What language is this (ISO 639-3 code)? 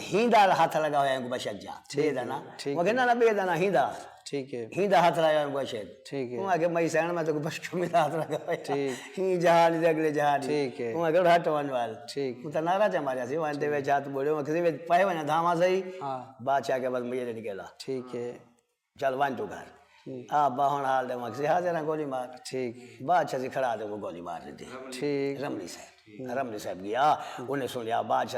skr